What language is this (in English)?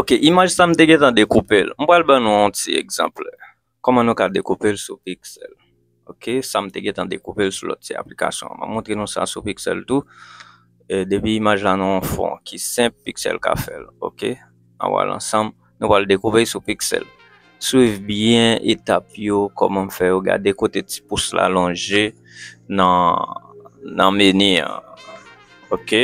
Haitian Creole